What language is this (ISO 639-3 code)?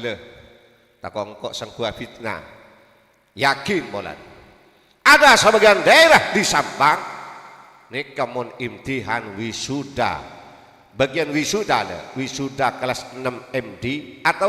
mad